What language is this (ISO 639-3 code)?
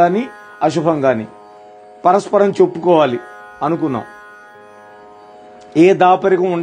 tel